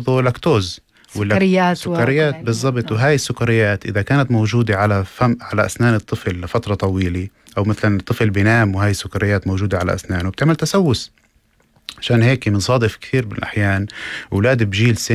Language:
North Levantine Arabic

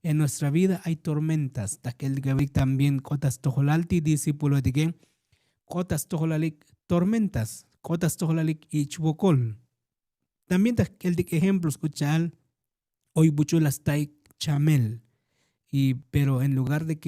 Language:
Tzotzil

